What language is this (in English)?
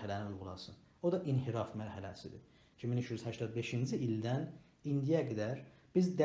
South Azerbaijani